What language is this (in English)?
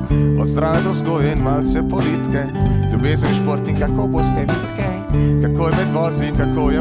Slovenian